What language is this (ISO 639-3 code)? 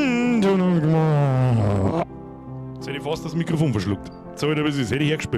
bar